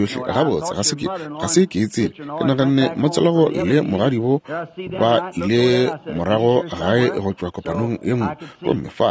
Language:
Northern Sotho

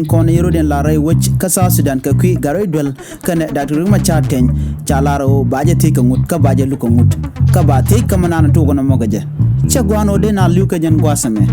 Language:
Nuer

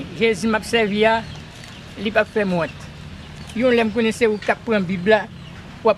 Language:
Haitian Creole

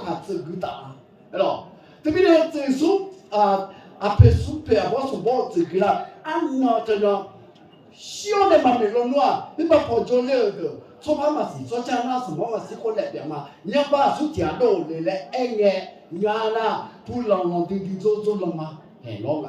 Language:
Akha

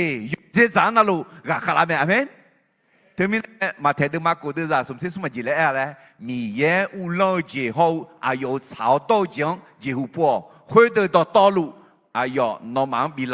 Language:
Akha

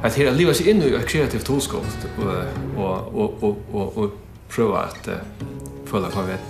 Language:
Faroese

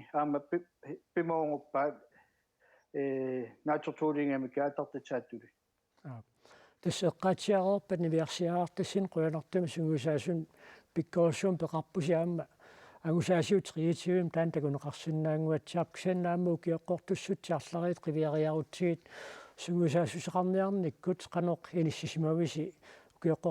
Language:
Kalaallisut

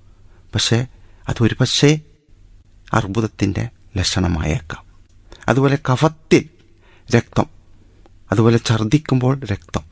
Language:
Malayalam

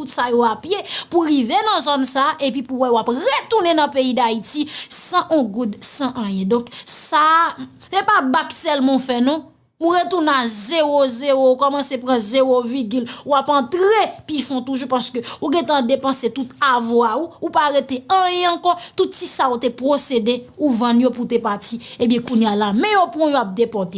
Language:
Haitian Creole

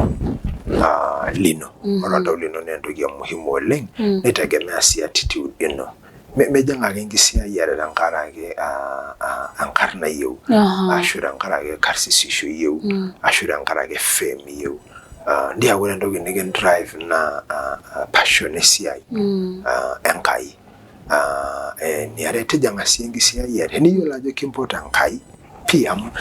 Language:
Masai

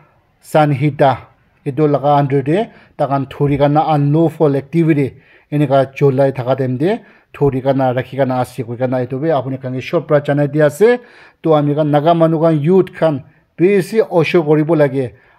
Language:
Naga Pidgin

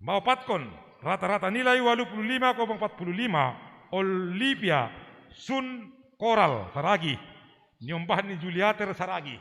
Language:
Batak Simalungun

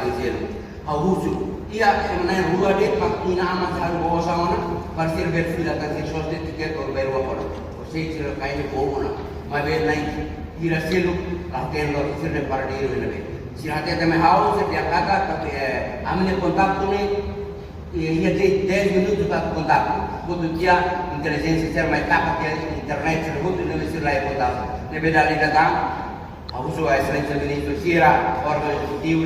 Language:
Tetum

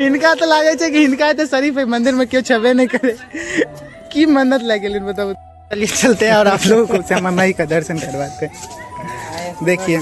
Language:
Maithili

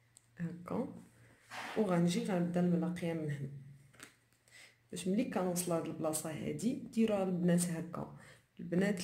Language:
Moroccan Arabic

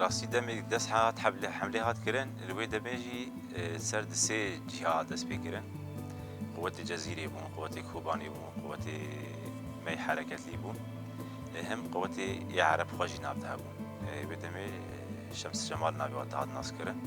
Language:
Kurdish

